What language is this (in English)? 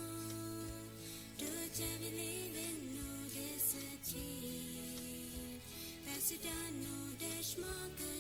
Plautdietsch